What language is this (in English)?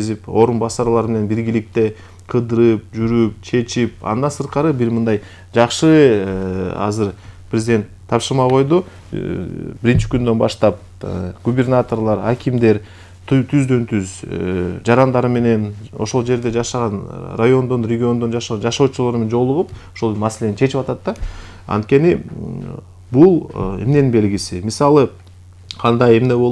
Kyrgyz